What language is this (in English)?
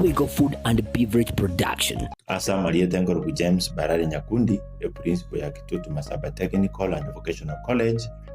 Gusii